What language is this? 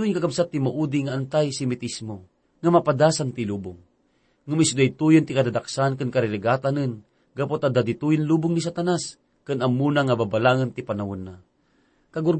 Iloko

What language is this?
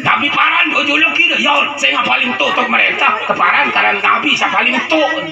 Sasak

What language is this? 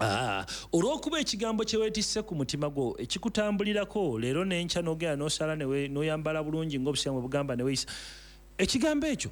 Ganda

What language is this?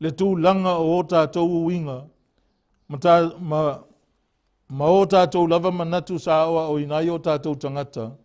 Samoan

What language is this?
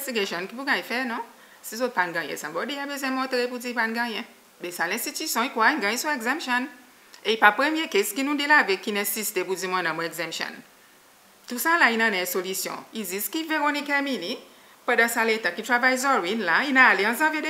Seselwa Creole French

